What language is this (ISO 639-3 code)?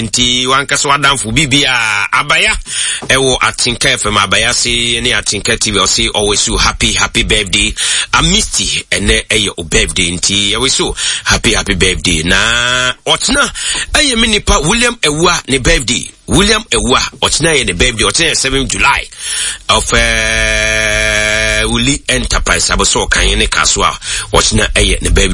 aka